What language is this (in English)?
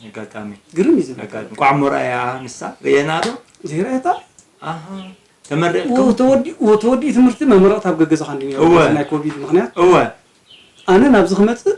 Tigrinya